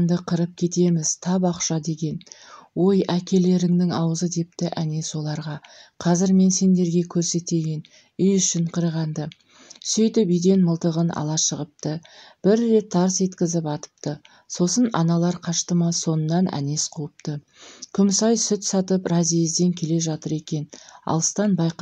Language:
Kazakh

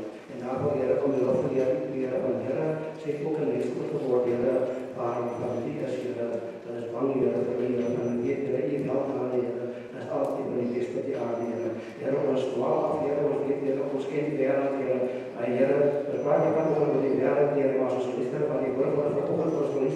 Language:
Afrikaans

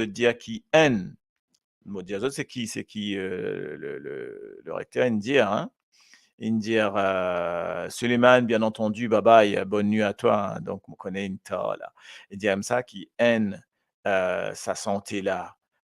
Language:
Morisyen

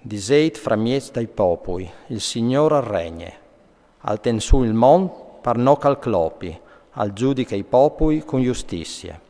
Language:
Friulian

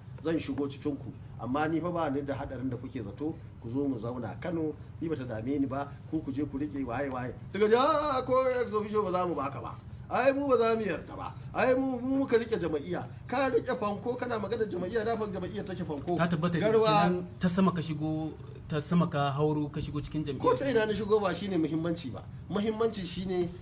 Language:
Hausa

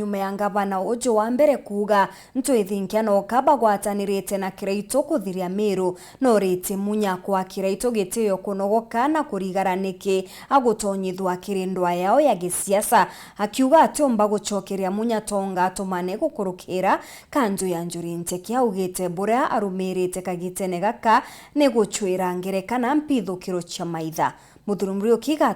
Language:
Meru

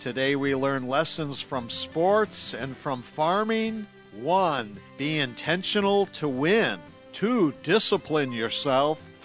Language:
English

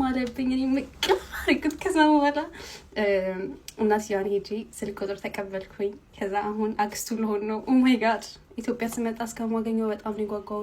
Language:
Amharic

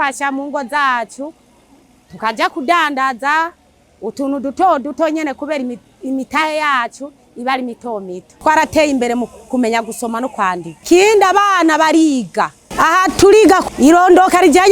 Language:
Rundi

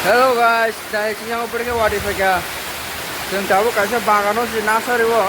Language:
Kok Borok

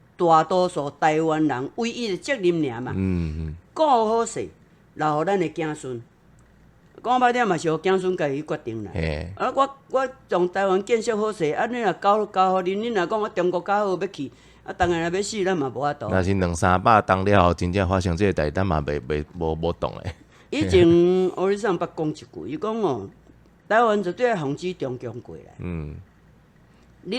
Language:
Min Nan Chinese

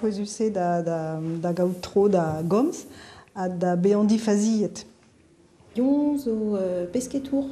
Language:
Breton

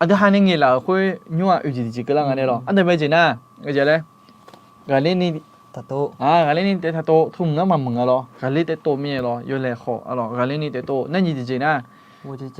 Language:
Akha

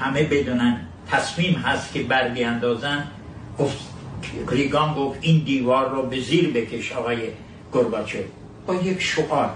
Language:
Persian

